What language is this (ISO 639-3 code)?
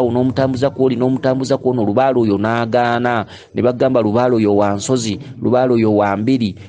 lug